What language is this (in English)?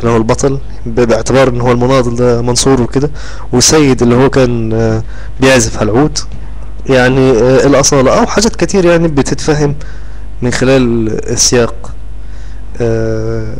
Egyptian Arabic